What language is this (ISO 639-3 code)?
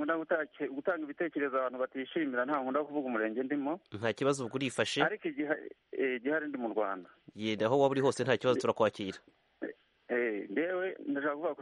kin